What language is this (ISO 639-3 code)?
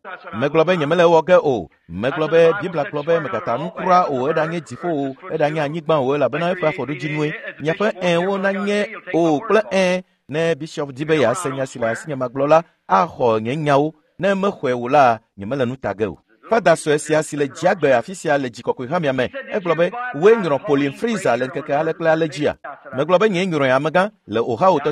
ewe